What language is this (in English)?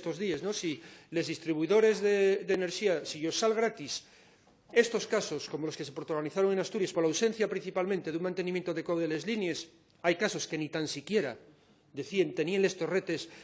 Asturian